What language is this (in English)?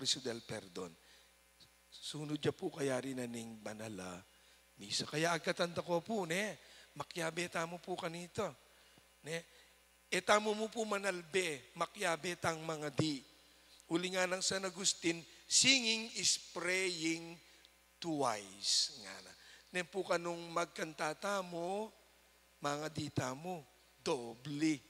Pampanga